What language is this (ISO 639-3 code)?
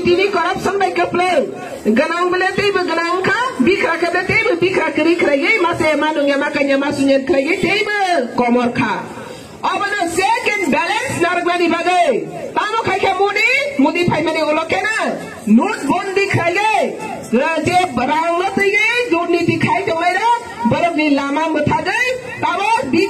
ria